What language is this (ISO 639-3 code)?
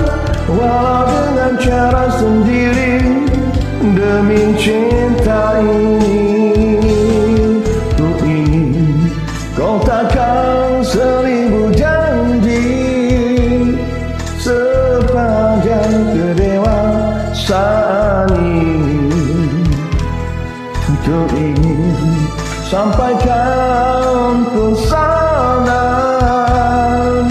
msa